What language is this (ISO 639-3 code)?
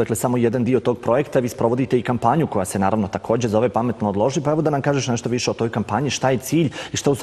bos